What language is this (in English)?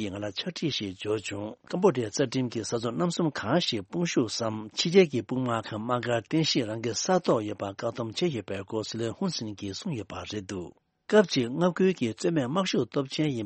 Tibetan